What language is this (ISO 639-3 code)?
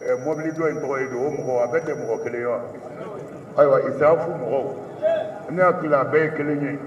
bam